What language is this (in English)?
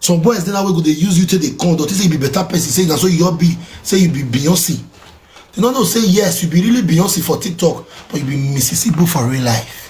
Nigerian Pidgin